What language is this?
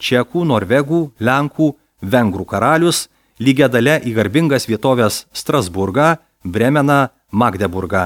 Lithuanian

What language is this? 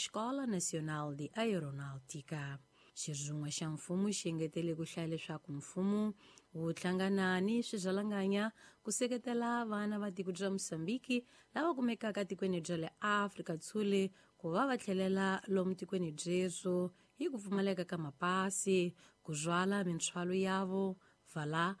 Tsonga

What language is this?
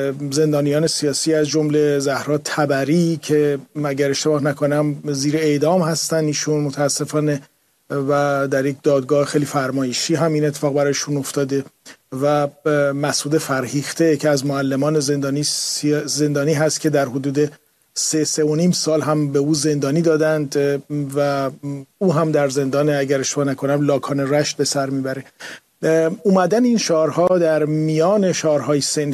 Persian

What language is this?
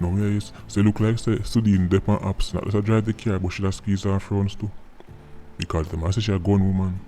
Jamaican Creole English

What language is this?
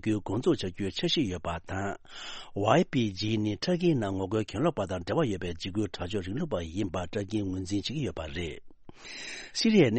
Tibetan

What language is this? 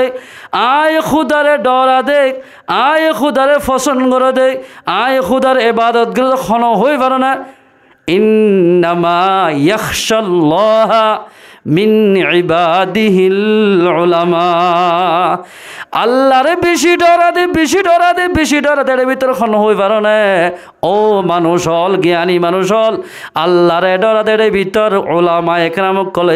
Rohingya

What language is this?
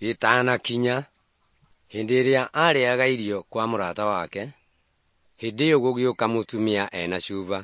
Kikuyu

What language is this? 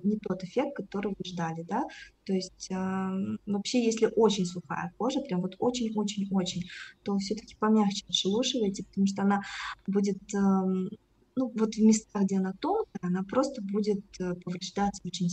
Russian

